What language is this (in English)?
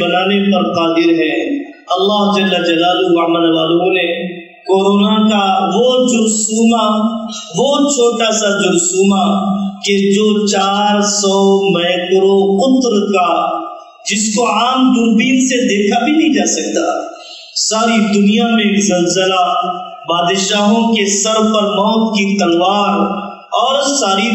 Urdu